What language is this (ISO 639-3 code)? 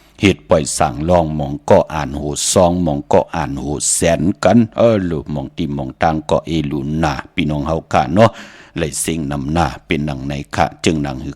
shn